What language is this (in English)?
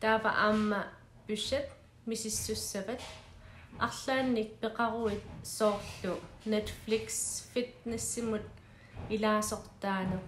Kalaallisut